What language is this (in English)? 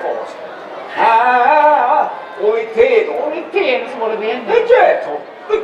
Sicilian